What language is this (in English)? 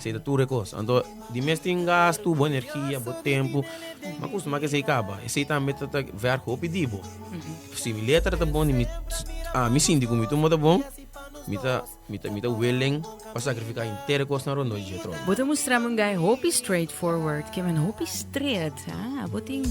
Papiamento